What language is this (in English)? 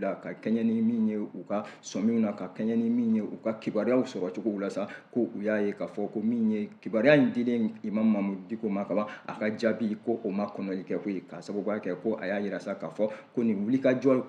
Bambara